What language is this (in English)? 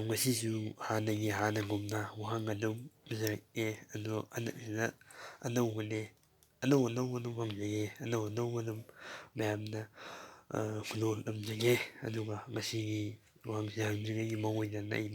Manipuri